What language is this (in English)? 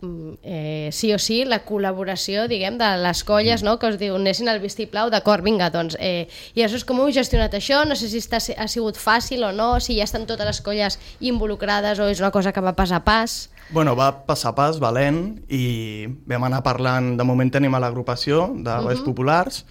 Catalan